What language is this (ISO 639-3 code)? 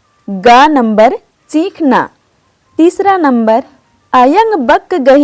kru